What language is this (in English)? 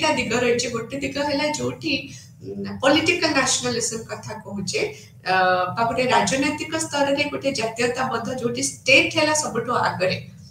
Odia